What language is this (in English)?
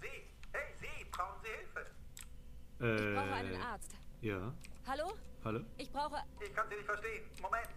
Bavarian